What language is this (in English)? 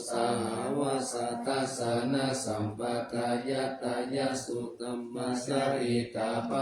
Pali